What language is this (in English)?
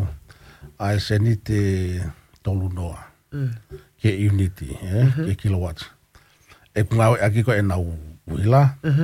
Tongan